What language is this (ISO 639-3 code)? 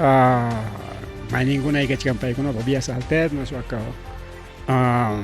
quy